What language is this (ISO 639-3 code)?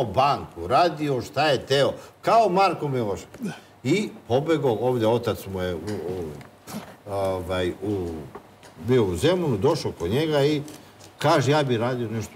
srp